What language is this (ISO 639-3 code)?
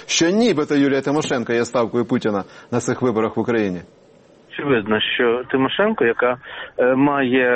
ukr